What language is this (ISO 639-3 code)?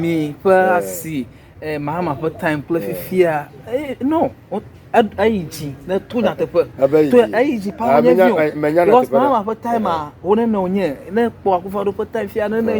ewe